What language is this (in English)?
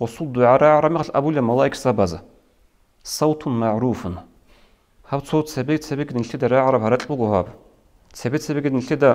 Avaric